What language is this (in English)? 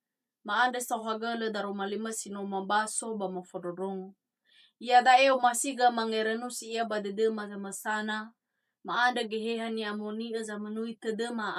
Nias